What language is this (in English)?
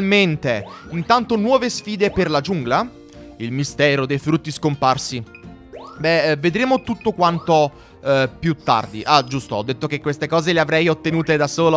Italian